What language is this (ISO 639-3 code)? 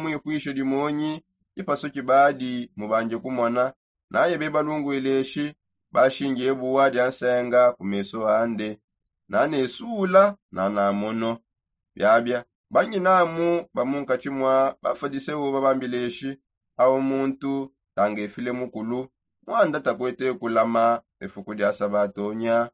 sop